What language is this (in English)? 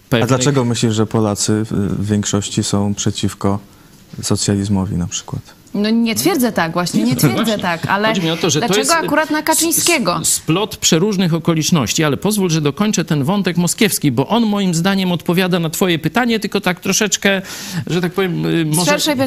Polish